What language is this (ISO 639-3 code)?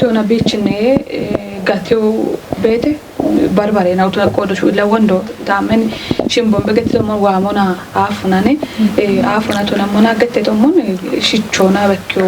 kbr